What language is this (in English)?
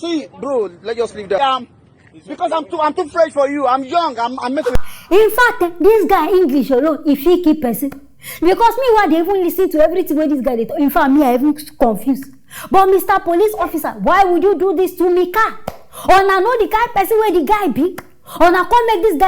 Nigerian Pidgin